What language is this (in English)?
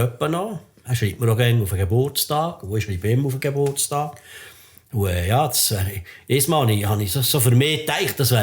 Swiss German